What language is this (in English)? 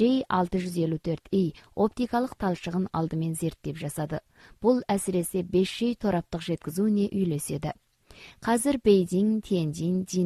Kazakh